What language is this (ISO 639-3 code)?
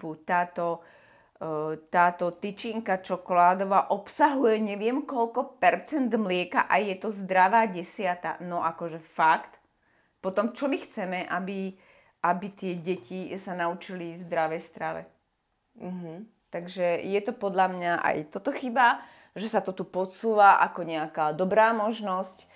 slk